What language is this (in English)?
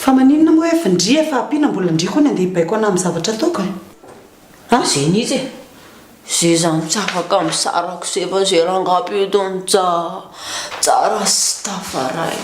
Malagasy